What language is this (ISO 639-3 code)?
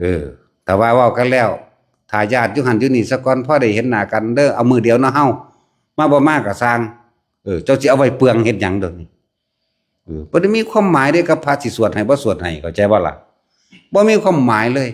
tts